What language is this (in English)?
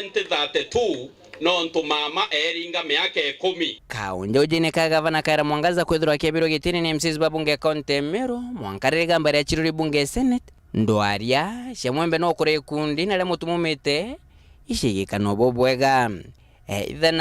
Meru